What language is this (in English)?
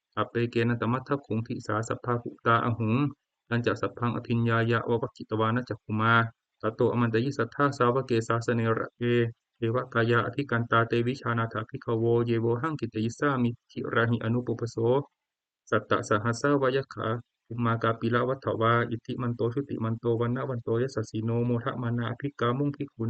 Pali